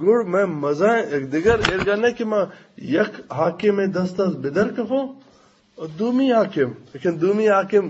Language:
Eastern Balochi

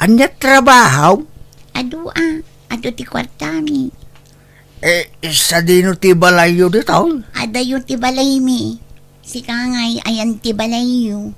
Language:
Iloko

